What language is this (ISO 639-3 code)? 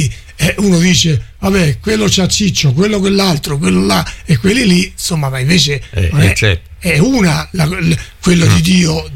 ita